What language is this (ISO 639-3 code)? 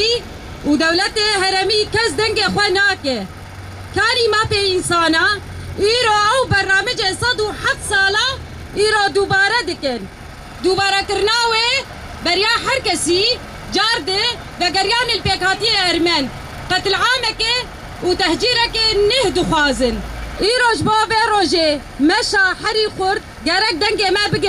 kur